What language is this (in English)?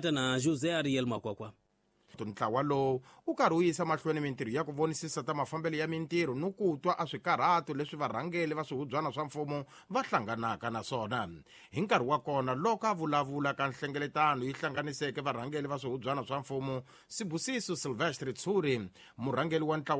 Tsonga